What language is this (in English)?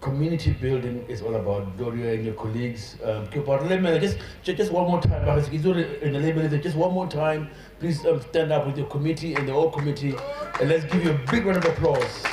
Tswana